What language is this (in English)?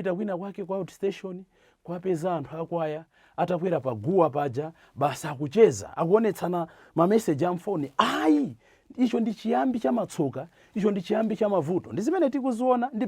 Nyanja